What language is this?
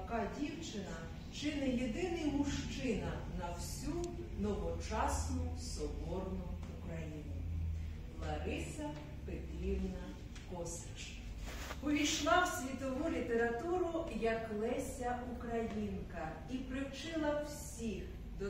Ukrainian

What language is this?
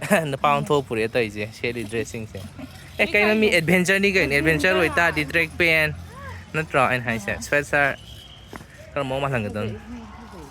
Manipuri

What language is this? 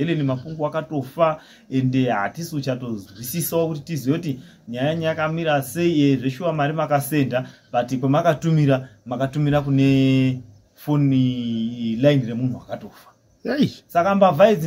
Shona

